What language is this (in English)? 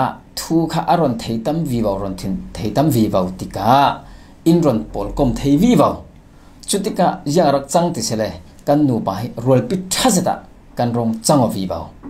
Falam Chin